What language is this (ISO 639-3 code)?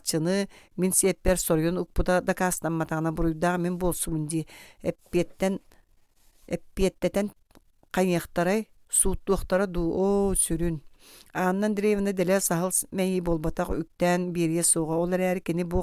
sah